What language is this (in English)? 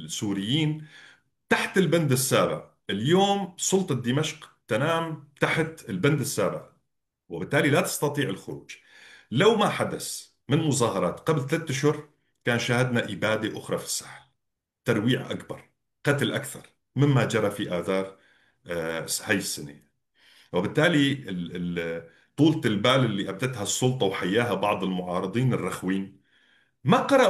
North Levantine Arabic